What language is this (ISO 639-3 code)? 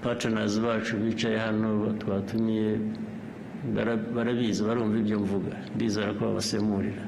kin